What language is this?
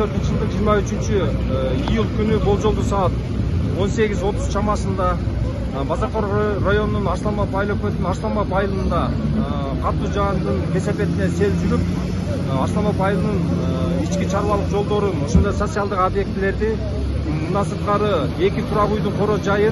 Kyrgyz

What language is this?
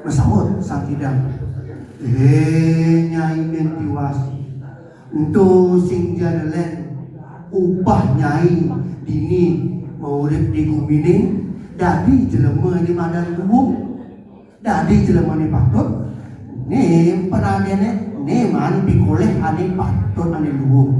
Balinese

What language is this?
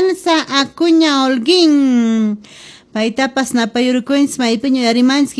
Quechua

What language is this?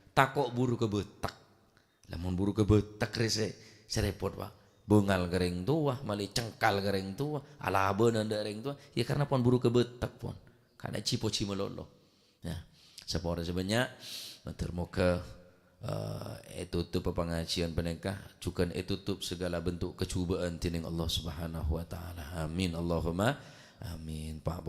Madurese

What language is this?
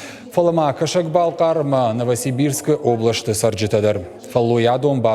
Ossetic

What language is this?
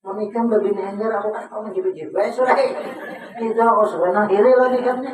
Banjar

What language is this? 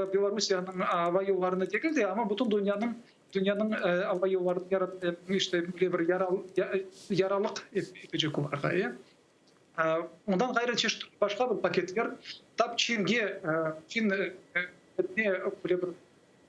Crimean Tatar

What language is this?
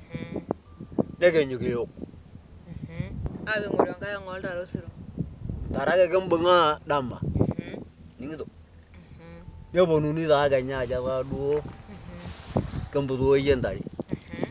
Masai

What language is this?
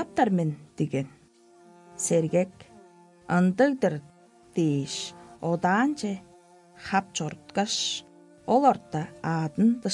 Tuvinian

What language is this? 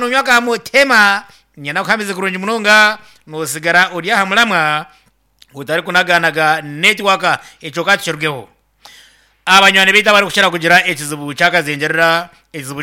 Nyankole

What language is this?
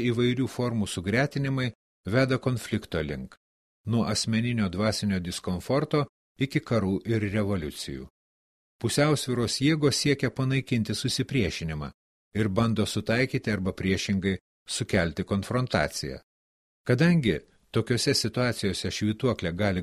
Lithuanian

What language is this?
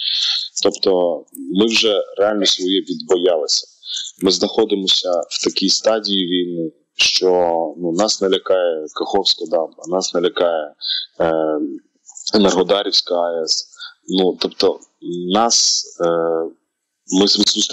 Ukrainian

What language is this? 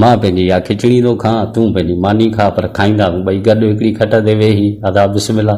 Sindhi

